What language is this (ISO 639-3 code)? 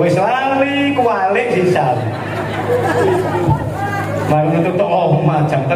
jav